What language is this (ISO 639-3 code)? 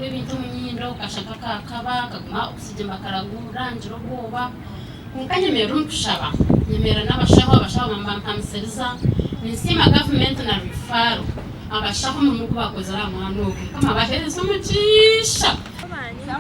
nyn